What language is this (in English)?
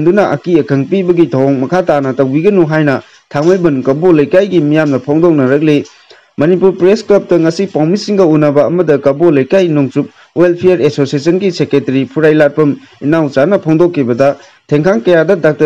Manipuri